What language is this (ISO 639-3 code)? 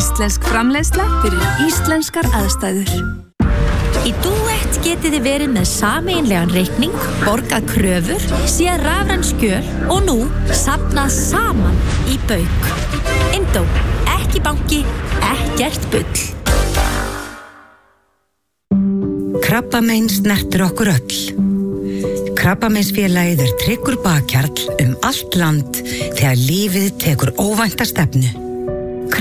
isl